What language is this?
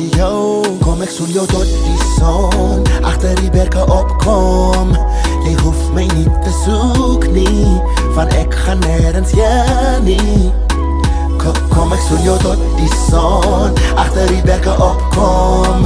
Afrikaans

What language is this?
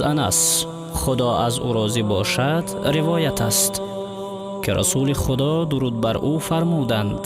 Tajik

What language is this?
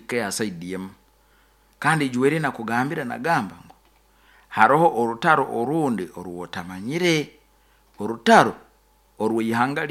Nyoro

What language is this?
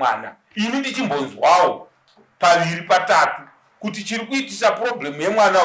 Shona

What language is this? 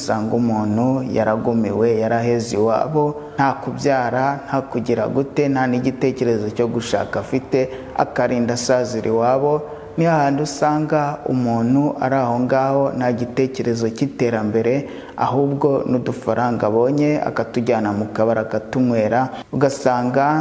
Kinyarwanda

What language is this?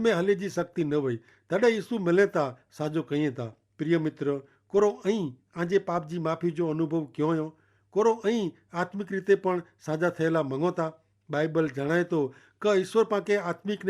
Kachhi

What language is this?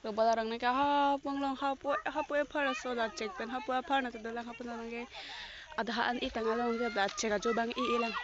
Karbi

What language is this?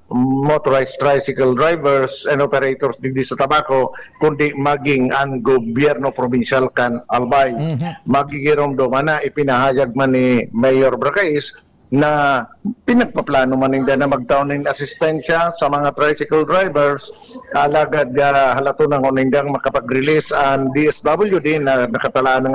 Bikol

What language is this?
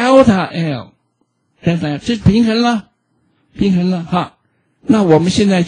Chinese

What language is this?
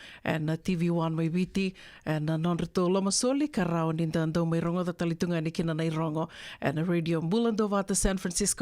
Fijian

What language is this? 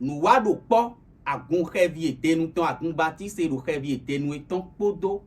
Fon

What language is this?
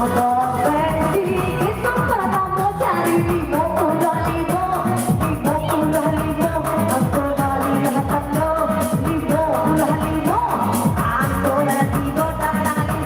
Minangkabau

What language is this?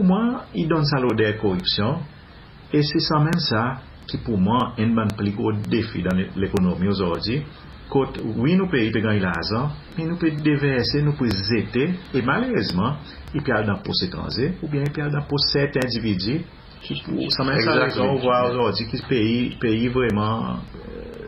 Seselwa Creole French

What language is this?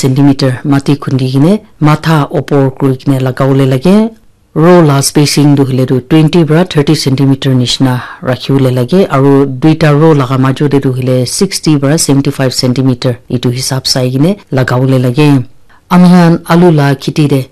Naga Pidgin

